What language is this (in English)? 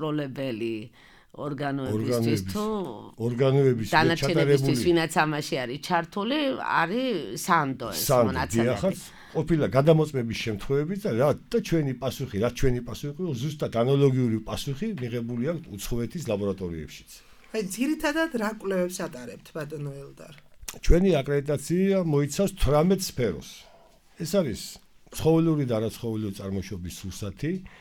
Georgian